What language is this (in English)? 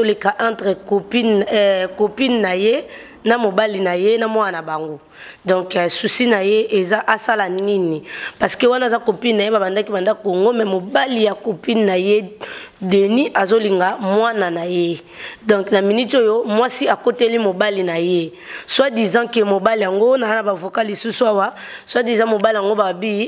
Lingala